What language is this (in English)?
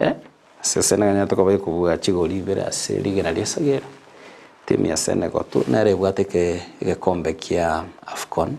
Gusii